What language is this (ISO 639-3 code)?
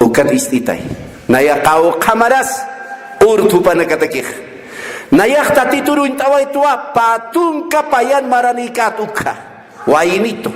aym